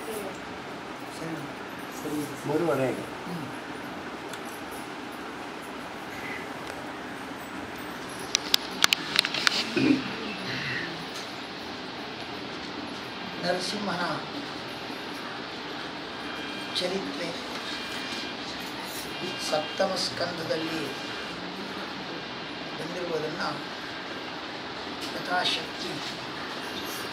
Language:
Kannada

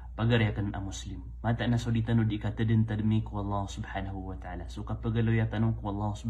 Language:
Maranao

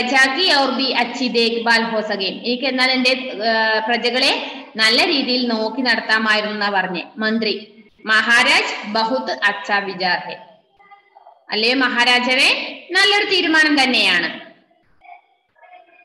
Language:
Malayalam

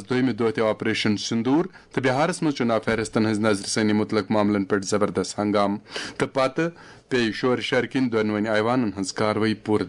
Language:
Kashmiri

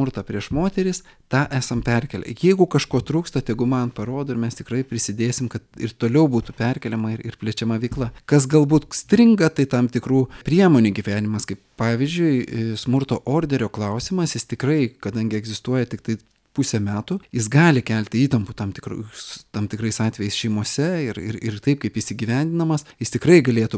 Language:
Lithuanian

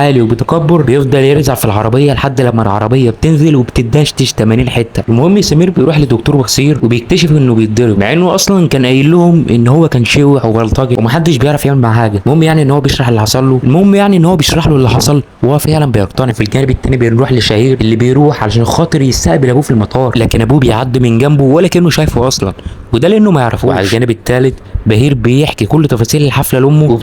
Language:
Egyptian Arabic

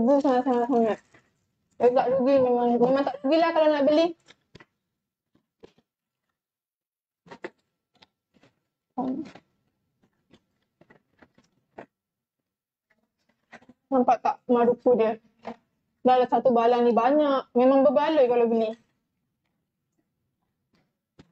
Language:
Malay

